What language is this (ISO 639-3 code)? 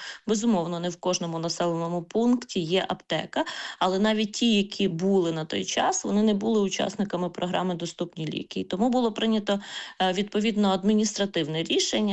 ukr